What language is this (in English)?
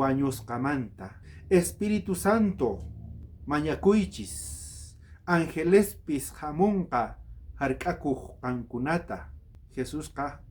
South Bolivian Quechua